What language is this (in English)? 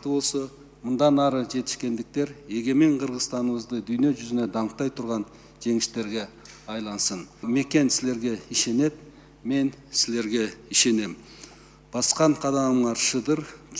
Kyrgyz